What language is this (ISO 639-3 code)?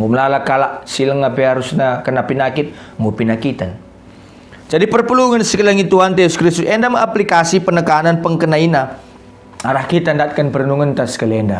btx